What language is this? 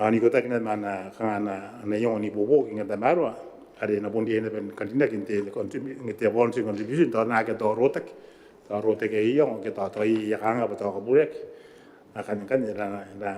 Gilbertese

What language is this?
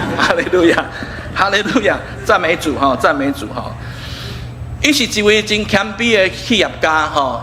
Min Nan Chinese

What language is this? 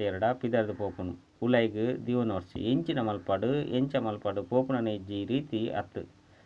Tulu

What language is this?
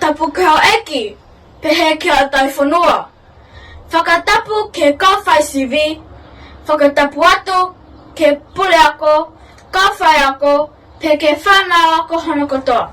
Tongan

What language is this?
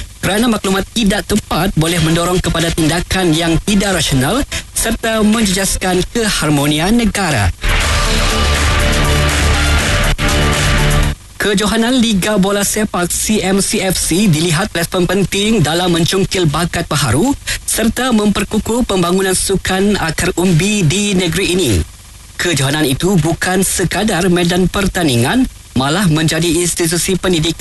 Malay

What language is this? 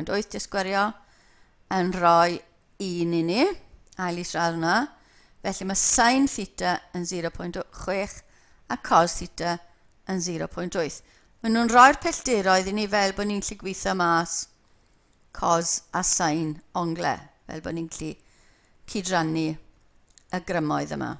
Welsh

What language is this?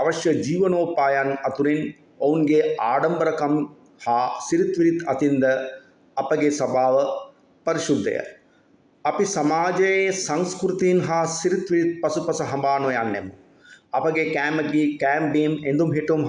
Sinhala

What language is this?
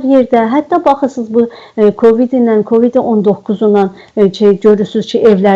South Azerbaijani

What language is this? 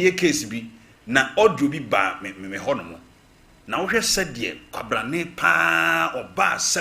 Akan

